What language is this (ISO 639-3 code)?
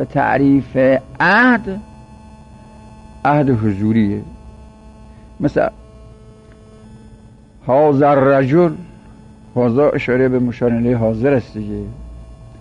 fas